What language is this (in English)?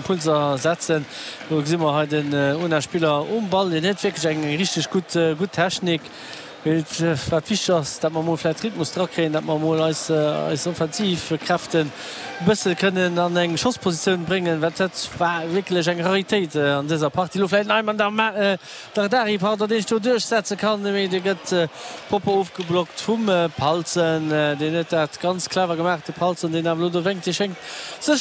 Luxembourgish